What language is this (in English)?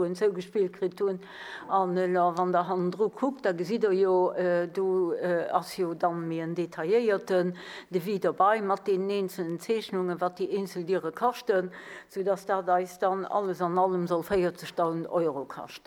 Luxembourgish